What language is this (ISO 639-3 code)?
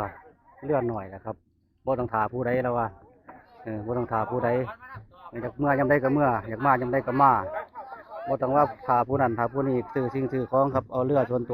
tts